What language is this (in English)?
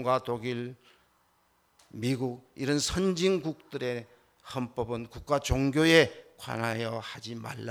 Korean